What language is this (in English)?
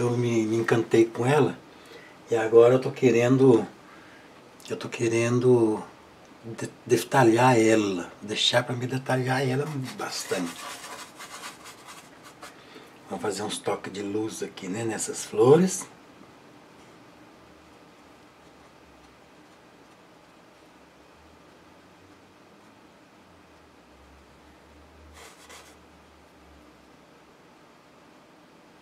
Portuguese